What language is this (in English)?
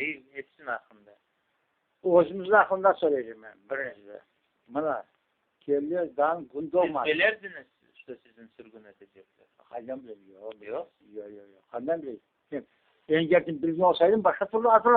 Crimean Tatar